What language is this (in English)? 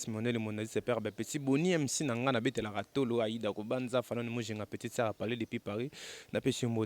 Lingala